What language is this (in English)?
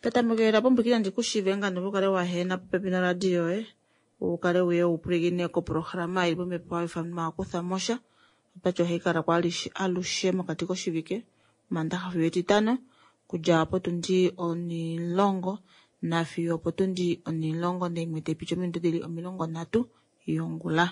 Kuanyama